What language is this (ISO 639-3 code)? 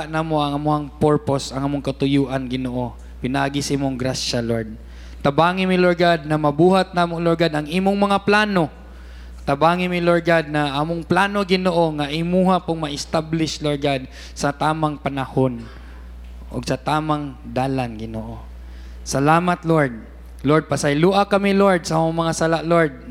ceb